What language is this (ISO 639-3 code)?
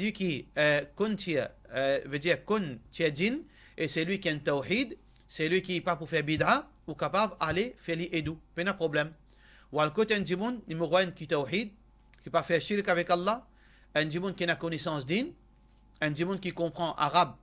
mfe